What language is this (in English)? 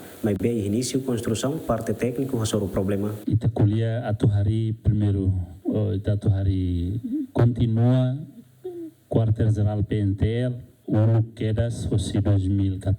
Tetum